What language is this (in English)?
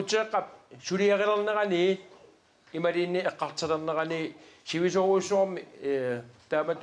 Kalaallisut